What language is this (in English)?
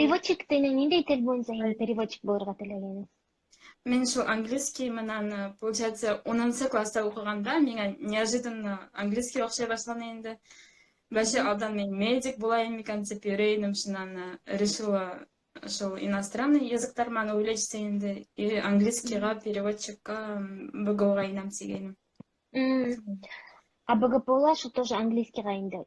Bashkir